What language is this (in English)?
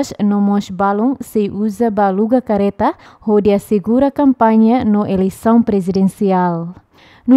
Tetum